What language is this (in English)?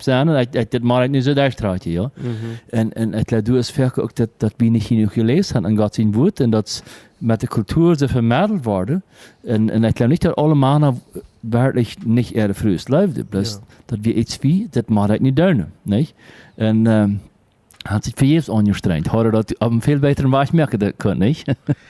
Plautdietsch